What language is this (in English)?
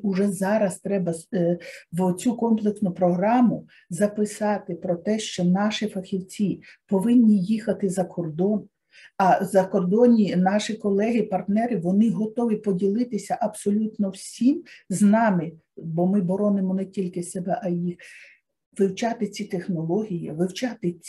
Ukrainian